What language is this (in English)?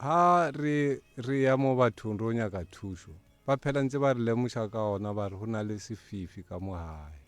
Northern Sotho